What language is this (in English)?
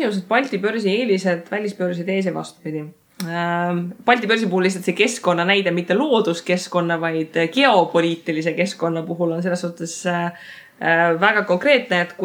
Estonian